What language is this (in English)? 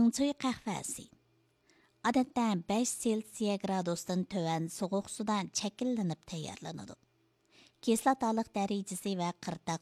Uyghur